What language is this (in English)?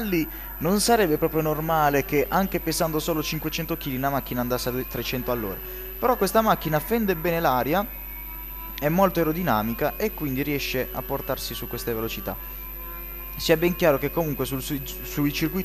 Italian